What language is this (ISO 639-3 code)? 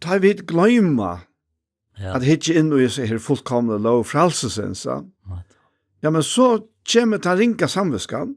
fao